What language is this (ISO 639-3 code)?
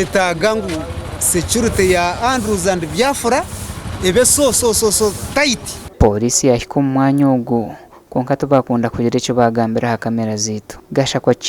nyn